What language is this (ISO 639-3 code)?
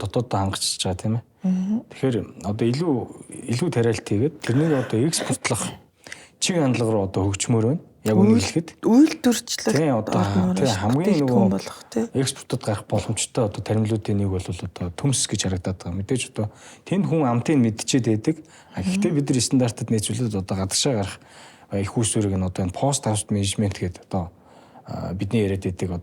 mon